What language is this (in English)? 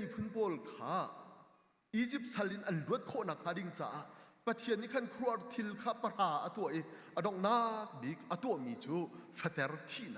Hakha Chin